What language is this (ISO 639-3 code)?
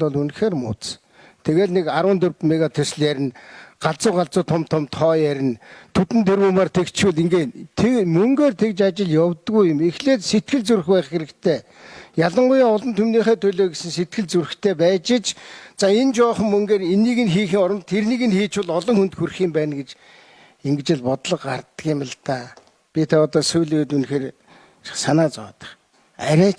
mon